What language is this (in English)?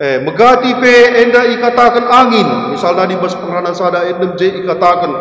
Batak Karo